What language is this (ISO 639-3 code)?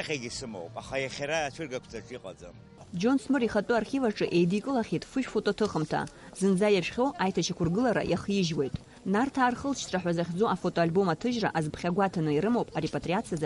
abk